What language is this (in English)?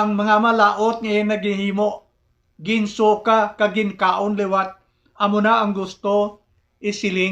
Hiligaynon